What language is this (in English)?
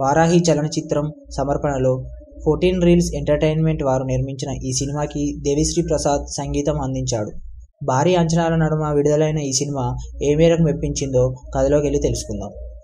Telugu